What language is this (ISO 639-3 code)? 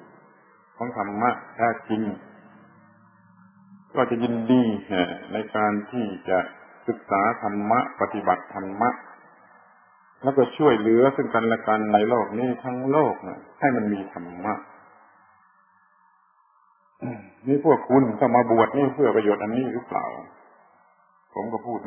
tha